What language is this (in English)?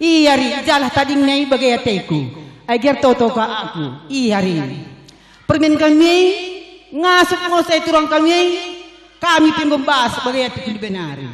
Batak Karo